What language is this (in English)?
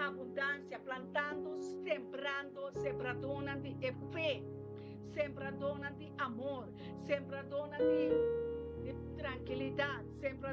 Papiamento